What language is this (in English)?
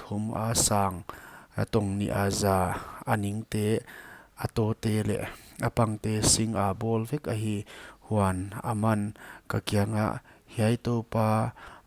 Paite Chin